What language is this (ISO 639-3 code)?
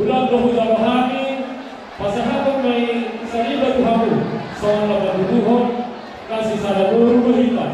bbc